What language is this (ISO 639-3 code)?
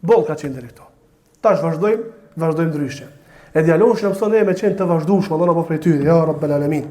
sqi